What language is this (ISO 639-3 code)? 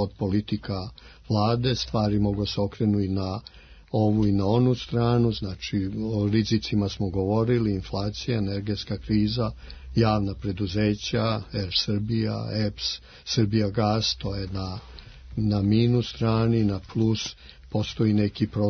srp